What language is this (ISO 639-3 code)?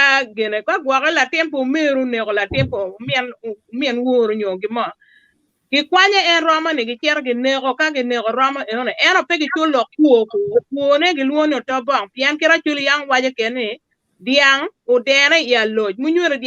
ach